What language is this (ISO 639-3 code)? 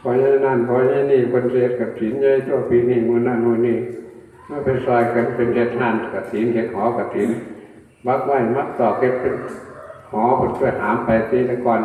tts